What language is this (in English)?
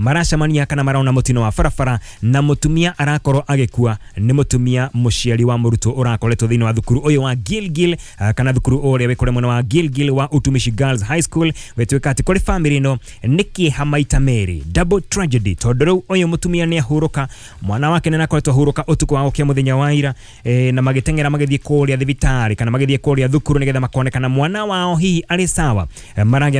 Kikuyu